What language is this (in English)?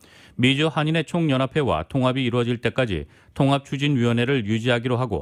Korean